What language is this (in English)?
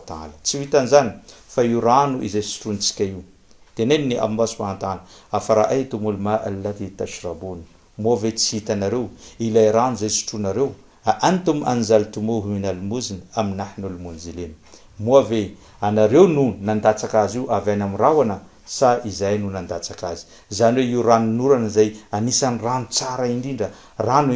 Malagasy